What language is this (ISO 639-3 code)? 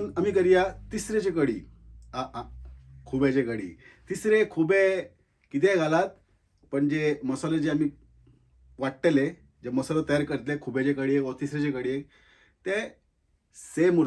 kok